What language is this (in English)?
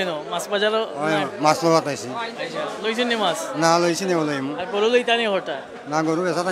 Sylheti